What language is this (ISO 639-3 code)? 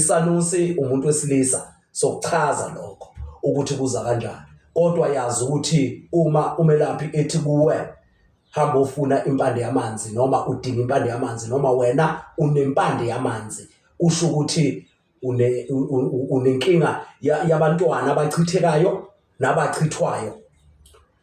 zul